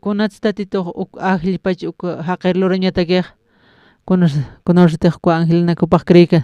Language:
Aymara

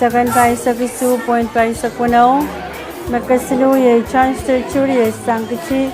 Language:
Pohnpeian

